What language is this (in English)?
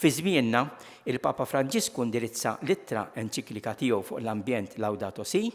Maltese